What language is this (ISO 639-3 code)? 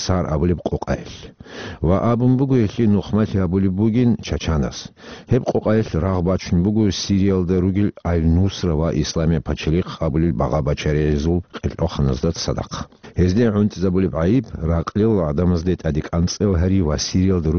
ava